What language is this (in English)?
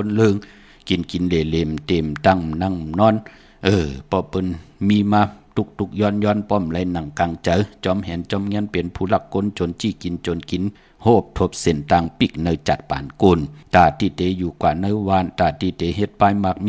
Shan